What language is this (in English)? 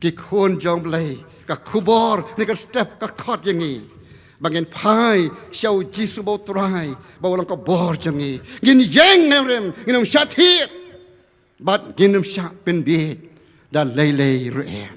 Khasi